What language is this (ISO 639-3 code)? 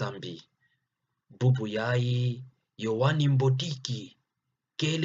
ktu